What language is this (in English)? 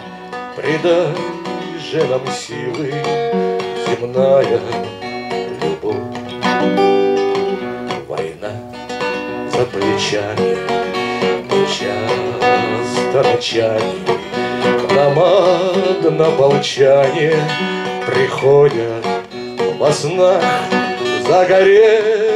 Russian